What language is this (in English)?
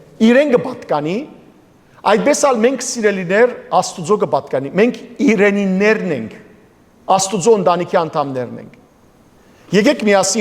Western Armenian